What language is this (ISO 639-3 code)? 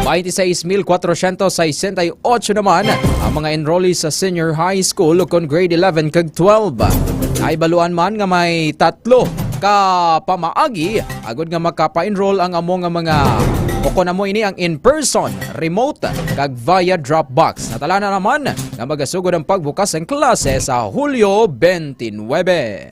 hil